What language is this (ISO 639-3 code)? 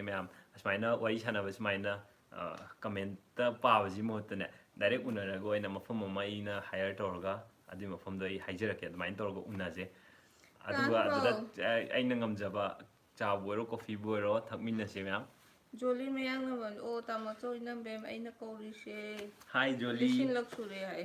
mni